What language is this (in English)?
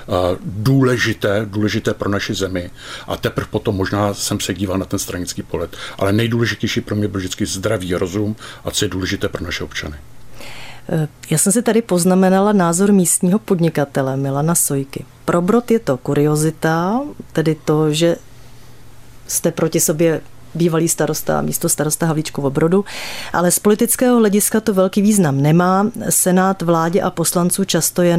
Czech